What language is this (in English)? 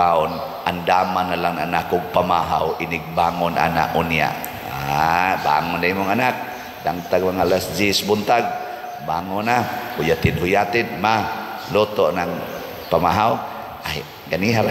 Cebuano